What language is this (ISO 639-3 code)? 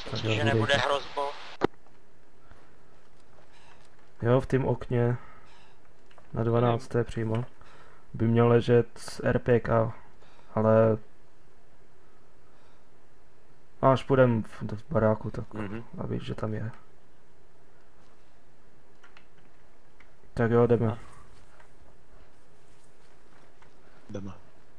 ces